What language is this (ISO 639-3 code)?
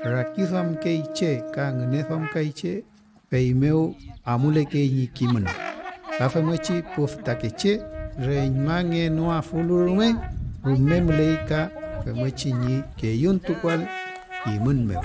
arn